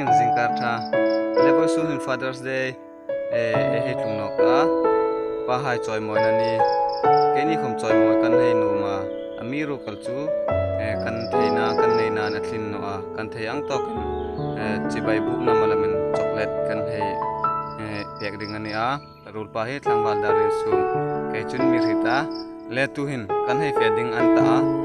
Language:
Hmar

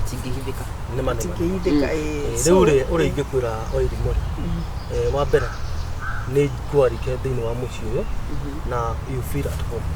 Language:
Kikuyu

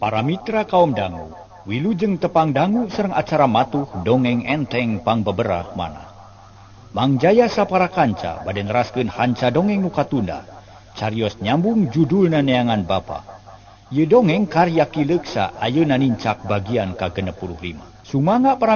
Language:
Sundanese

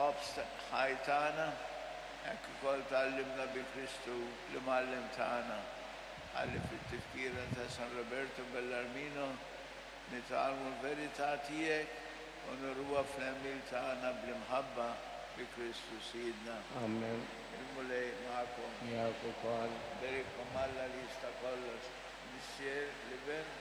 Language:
Maltese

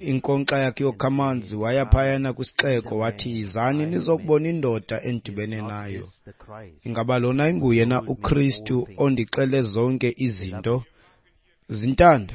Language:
Xhosa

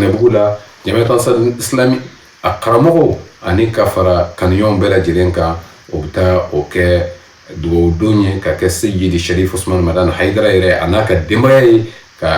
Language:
Bambara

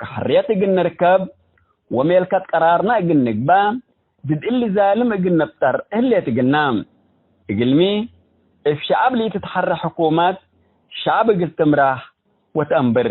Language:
Tigre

